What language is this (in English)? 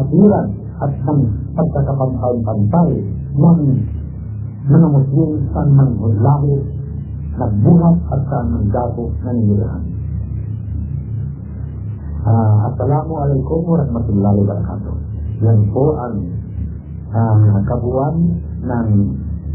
Filipino